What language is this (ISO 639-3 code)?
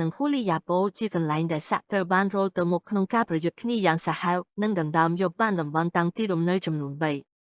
khm